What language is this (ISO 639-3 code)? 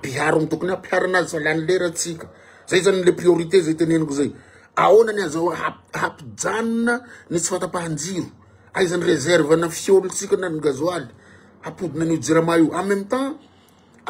mlg